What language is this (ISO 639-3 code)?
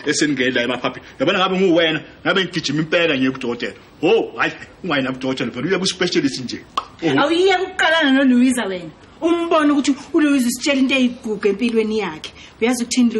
zul